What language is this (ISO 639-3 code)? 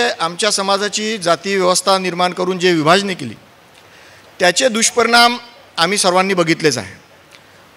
mar